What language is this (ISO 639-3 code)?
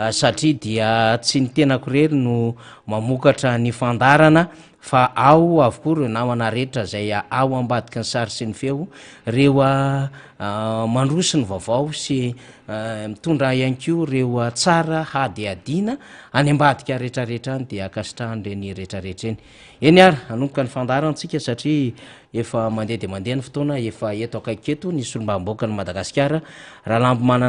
mlg